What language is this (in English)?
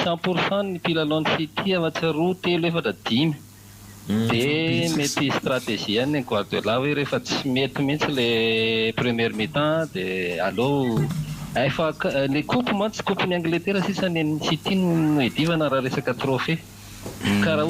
Malagasy